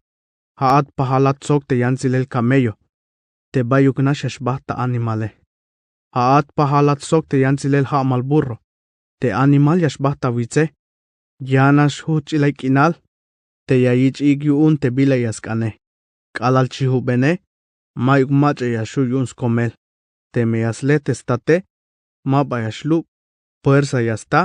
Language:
Tzeltal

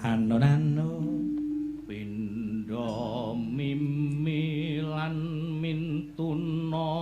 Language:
Javanese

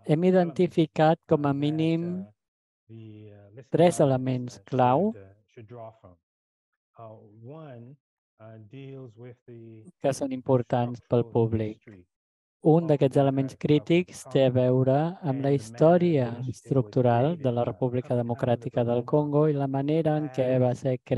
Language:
Catalan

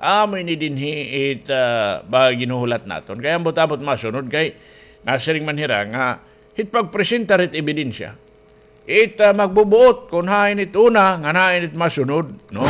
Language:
Waray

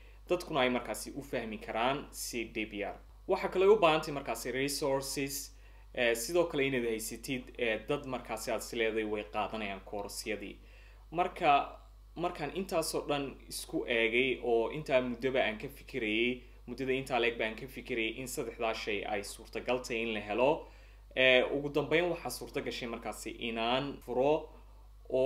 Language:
Somali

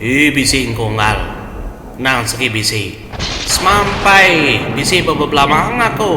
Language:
Iban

